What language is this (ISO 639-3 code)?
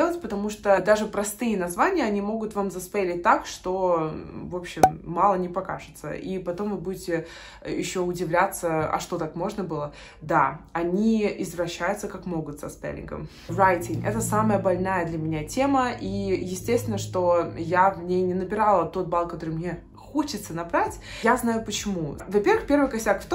rus